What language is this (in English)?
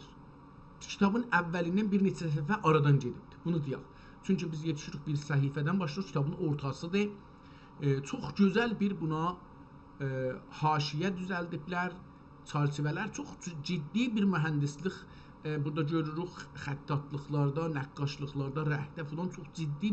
South Azerbaijani